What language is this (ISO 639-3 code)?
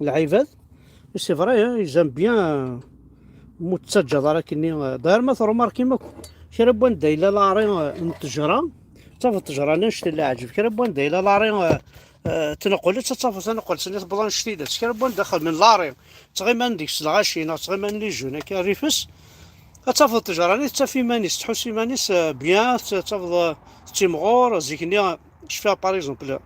kab